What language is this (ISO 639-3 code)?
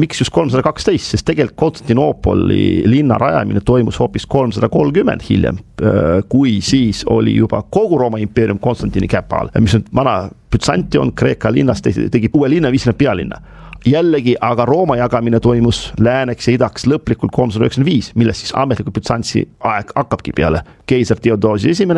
est